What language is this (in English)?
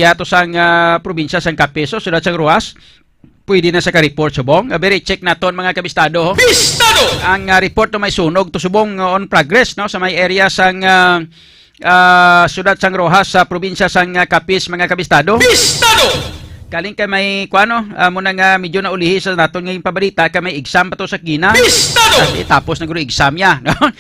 Hiligaynon